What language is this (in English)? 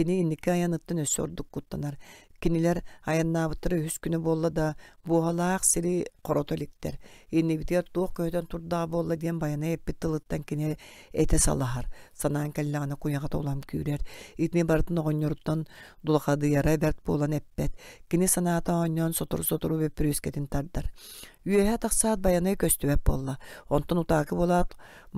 Yakut